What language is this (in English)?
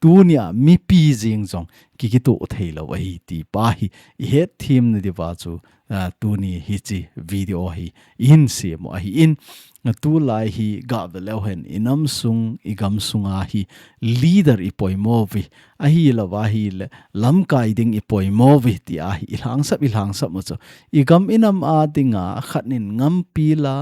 Thado Chin